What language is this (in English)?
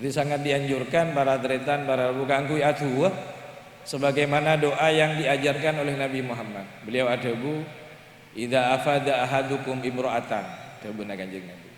Madurese